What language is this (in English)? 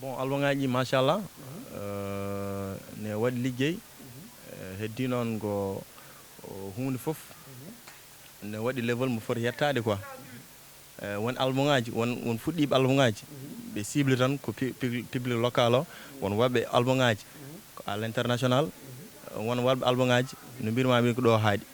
Fula